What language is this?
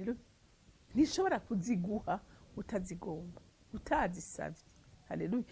Rundi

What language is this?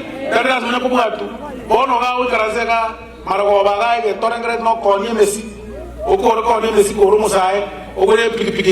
Gusii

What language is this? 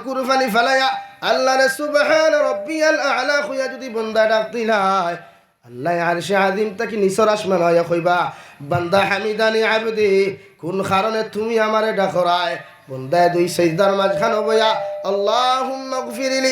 Sylheti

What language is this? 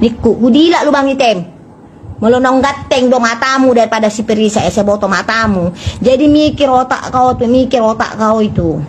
Batak Toba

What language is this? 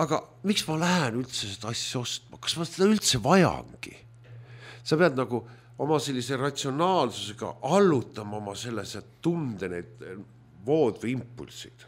Estonian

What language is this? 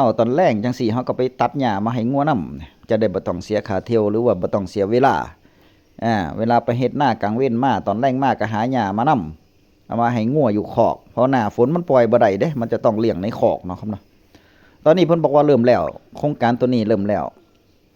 Northeastern Thai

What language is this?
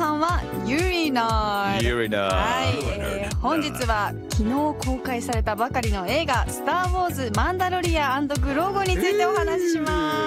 Japanese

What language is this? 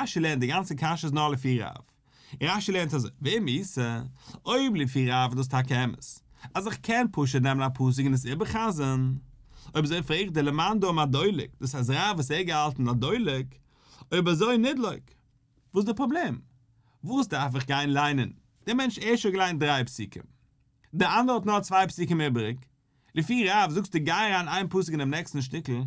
Yiddish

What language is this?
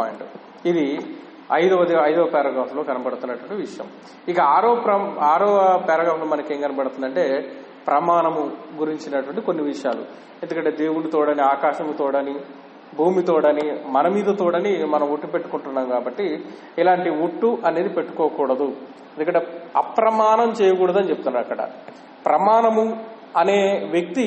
Telugu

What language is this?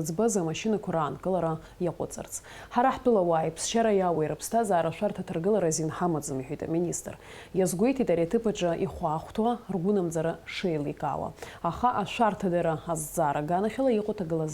Abkhazian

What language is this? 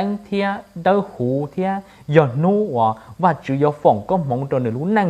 Hmong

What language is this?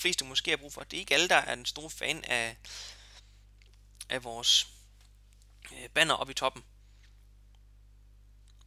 Danish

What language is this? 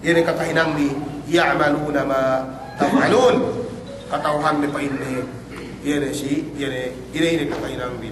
Yakan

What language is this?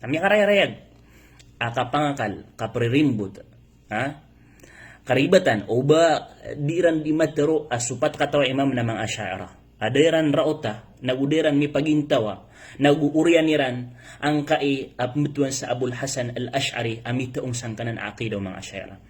Maranao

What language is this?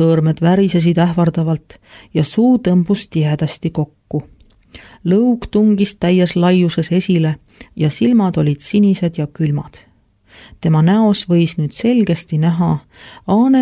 Estonian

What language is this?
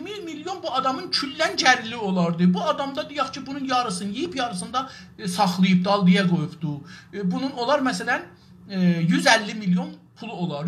South Azerbaijani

